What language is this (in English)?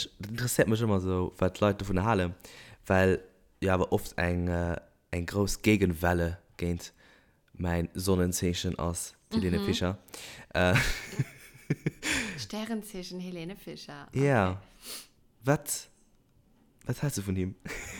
Luxembourgish